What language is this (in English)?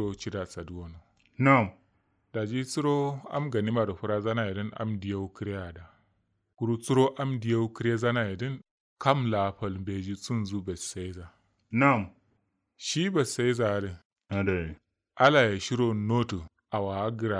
Kanuri